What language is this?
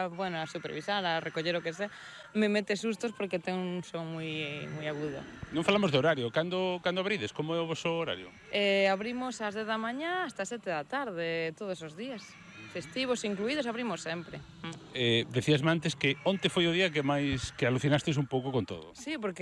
Galician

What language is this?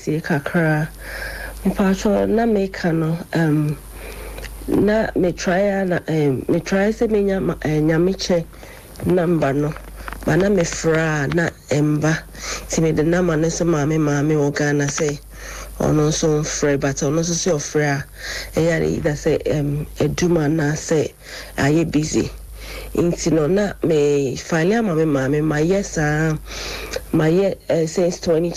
Akan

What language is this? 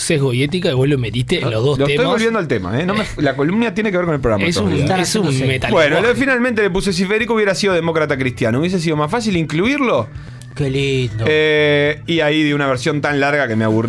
Spanish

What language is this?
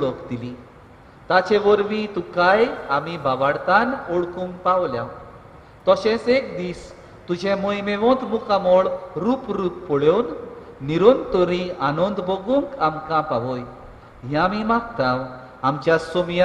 Konkani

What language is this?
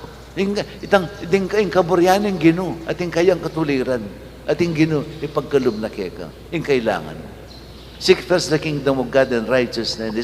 Pampanga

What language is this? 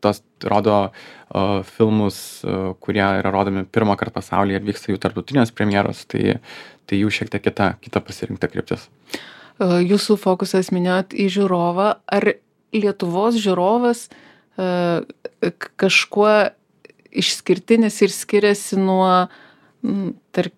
Lithuanian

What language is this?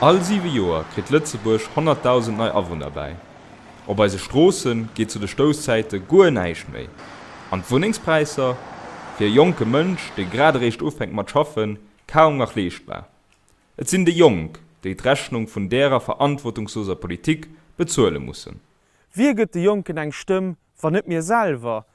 Luxembourgish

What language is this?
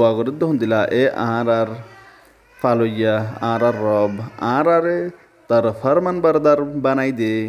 Rohingya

